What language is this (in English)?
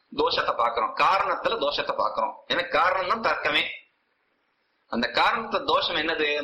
Tamil